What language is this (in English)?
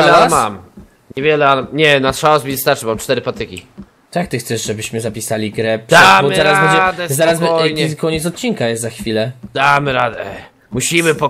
Polish